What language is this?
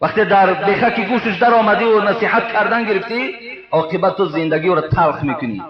Tajik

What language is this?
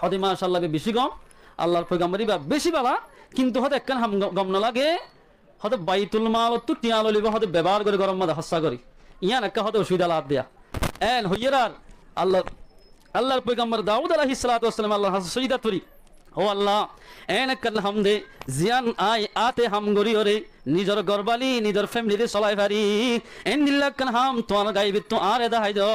Rohingya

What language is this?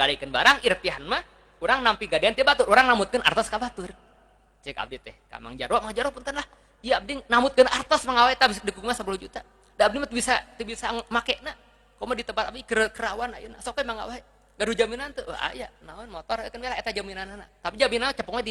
Sundanese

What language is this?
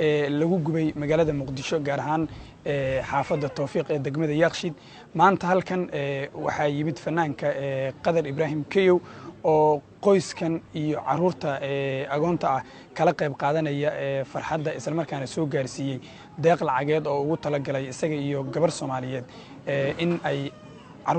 Somali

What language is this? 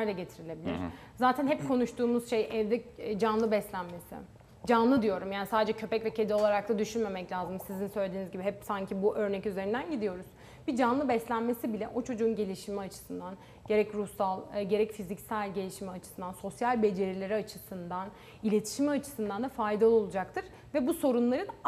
Turkish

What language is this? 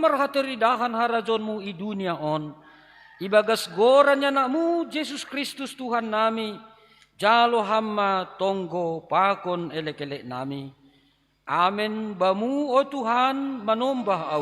Batak Simalungun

